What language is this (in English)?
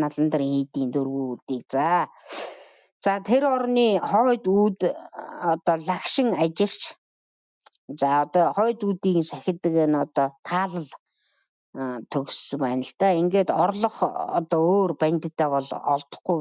Mongolian